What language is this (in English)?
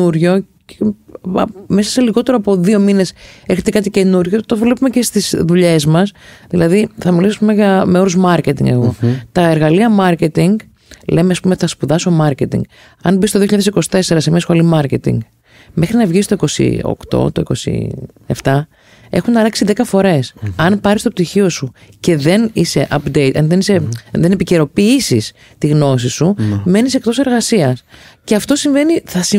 Greek